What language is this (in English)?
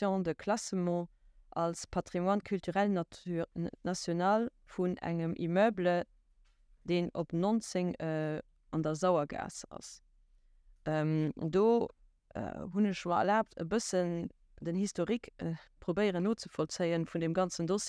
Luxembourgish